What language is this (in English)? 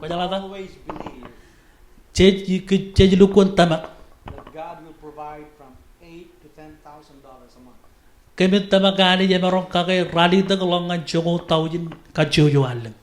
Marshallese